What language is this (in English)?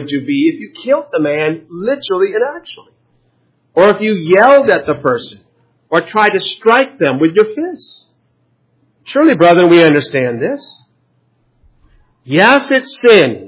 English